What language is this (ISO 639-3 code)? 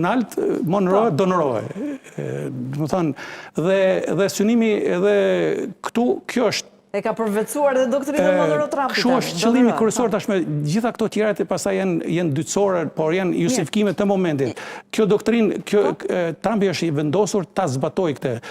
sqi